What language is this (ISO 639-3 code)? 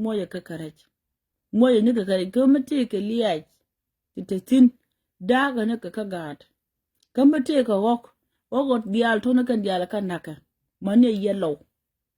nus